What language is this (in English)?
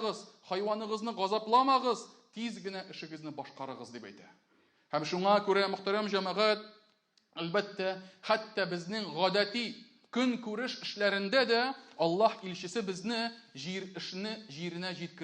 Tatar